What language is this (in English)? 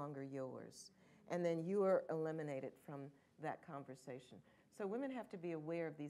English